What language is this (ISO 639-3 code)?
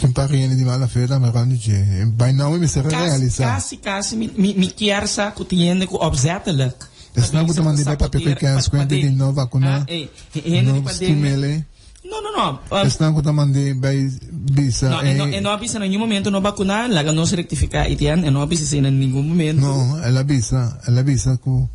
pap